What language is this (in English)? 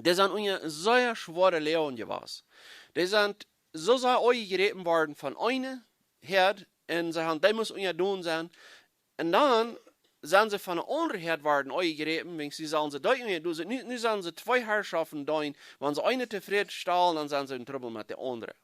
Plautdietsch